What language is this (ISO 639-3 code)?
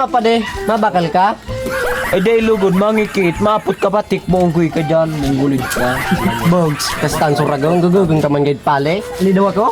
bik